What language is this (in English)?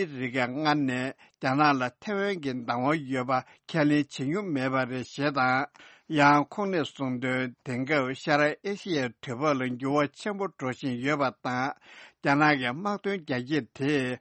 Tibetan